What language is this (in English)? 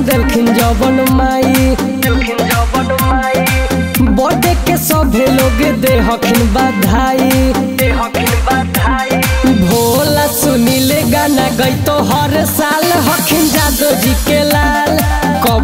Magahi